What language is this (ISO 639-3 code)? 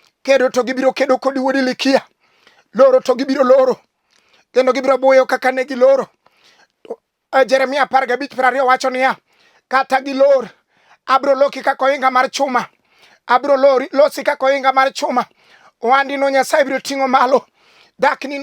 luo